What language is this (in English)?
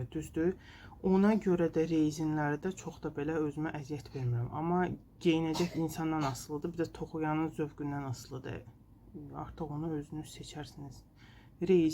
Azerbaijani